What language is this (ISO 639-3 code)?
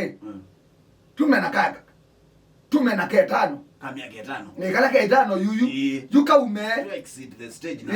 kam